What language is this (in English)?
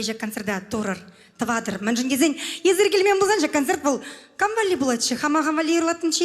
Chuvash